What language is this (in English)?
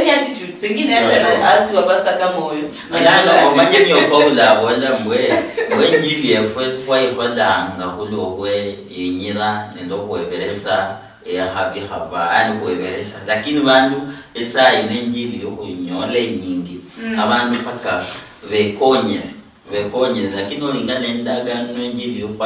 Luyia